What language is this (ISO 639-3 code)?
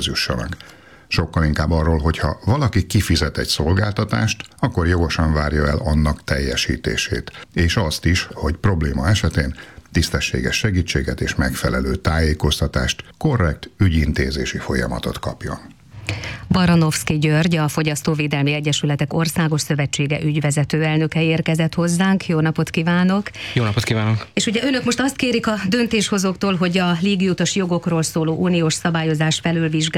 hun